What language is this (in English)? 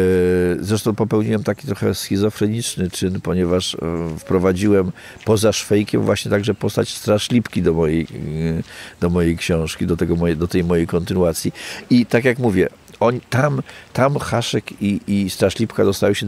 Polish